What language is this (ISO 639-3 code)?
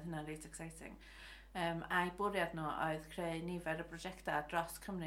cym